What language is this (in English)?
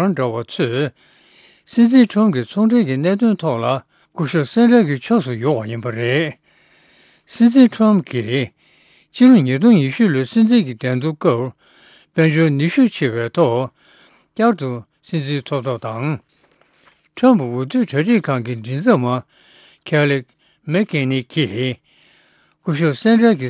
Tibetan